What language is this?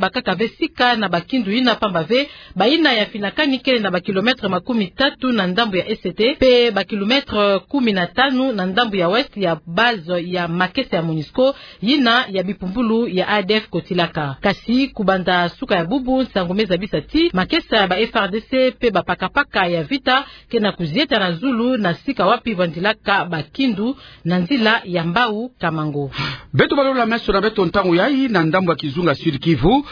Kituba (Democratic Republic of Congo)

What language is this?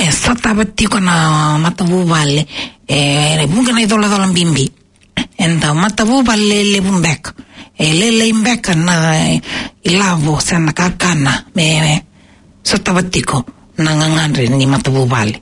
Fijian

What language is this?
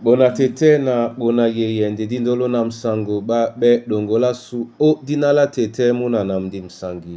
Duala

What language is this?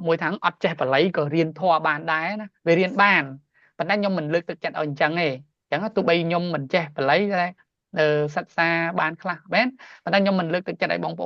Khmer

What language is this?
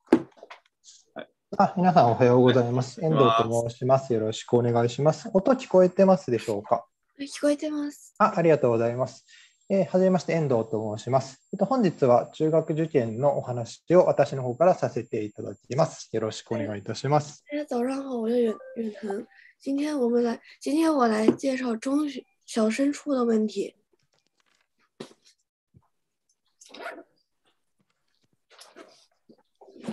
Japanese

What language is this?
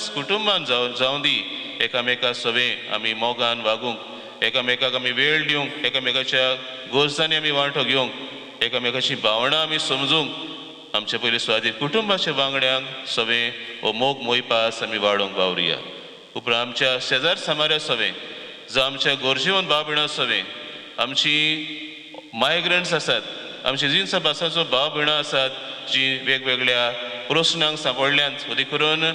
Konkani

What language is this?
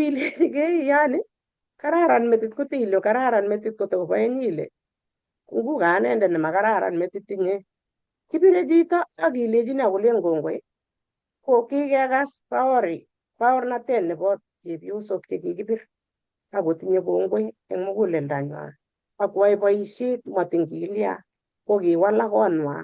Kalenjin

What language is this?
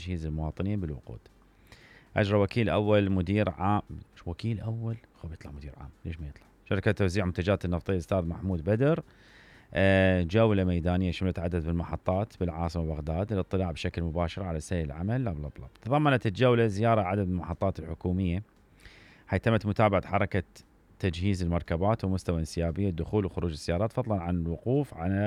Mesopotamian Arabic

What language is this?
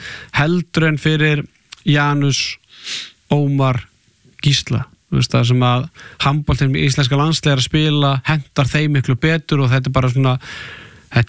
Icelandic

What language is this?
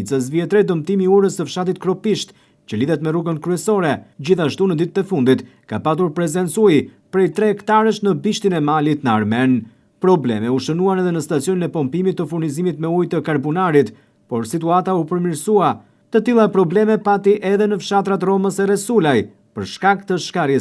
Albanian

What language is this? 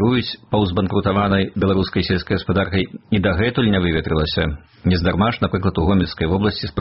Belarusian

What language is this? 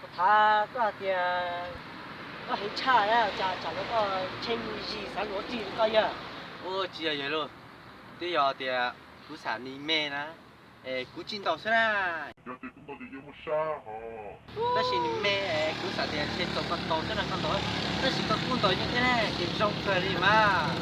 Hmong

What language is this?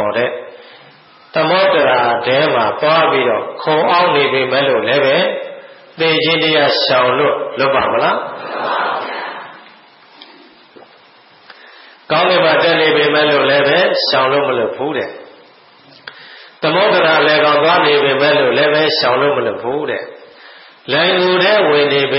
Burmese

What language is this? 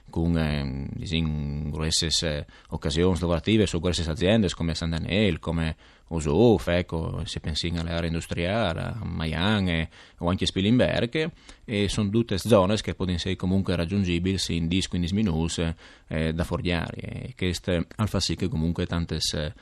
Friulian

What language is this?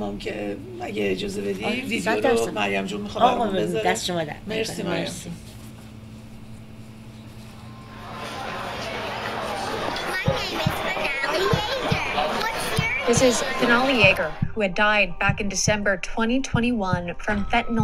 Persian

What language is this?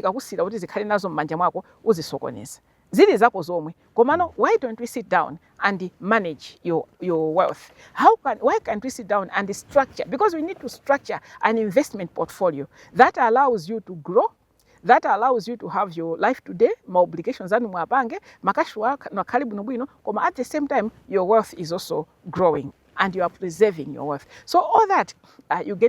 Nyanja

